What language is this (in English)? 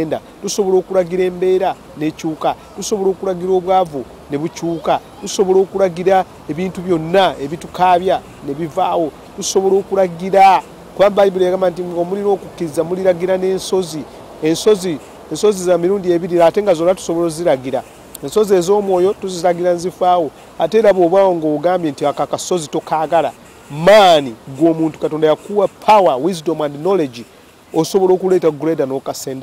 Ganda